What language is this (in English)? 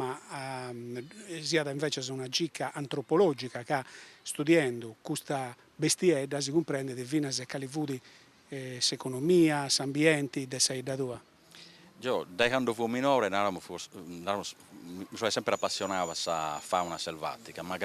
Sardinian